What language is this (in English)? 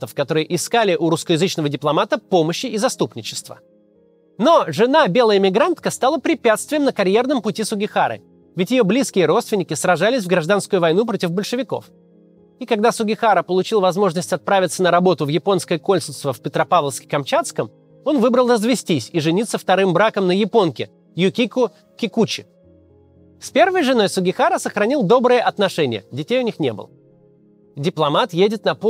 Russian